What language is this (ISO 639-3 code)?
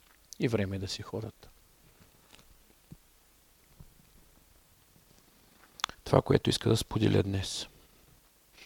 bul